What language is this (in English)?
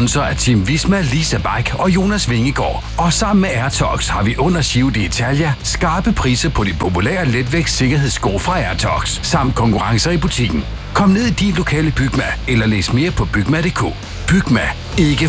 Danish